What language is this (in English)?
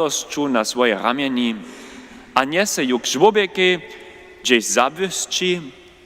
Upper Sorbian